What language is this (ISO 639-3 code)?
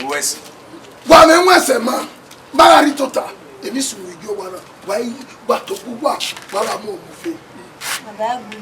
bin